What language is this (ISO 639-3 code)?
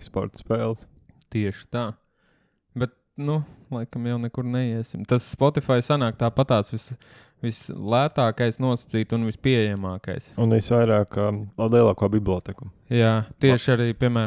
lav